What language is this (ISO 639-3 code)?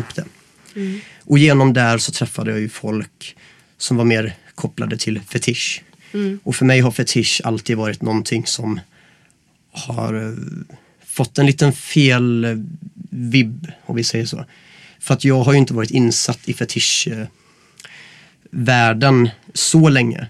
swe